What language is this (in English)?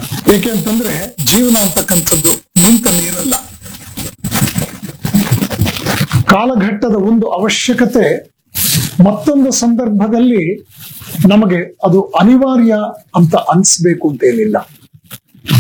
Kannada